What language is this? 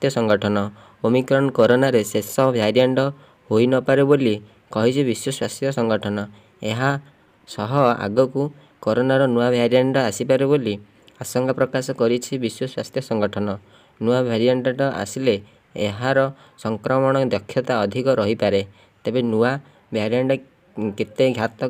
Odia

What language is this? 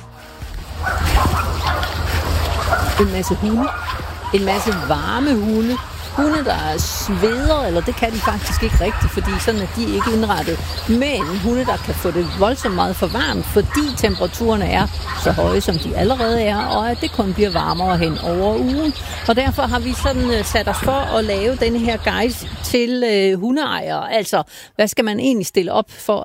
Danish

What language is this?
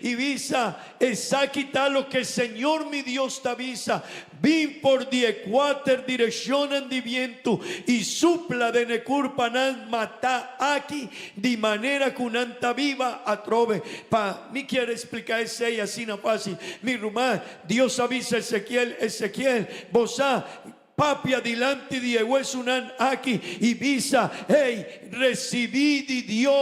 Papiamento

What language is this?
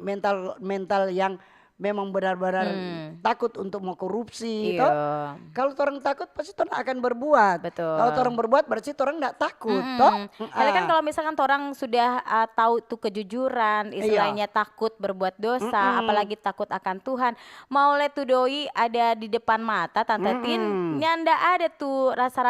Manado Malay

